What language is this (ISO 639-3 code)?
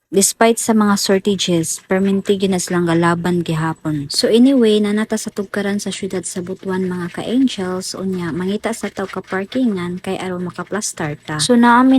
ceb